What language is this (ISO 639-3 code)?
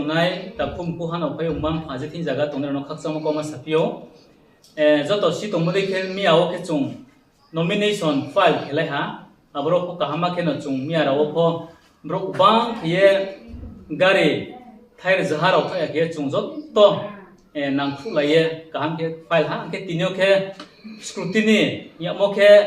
ria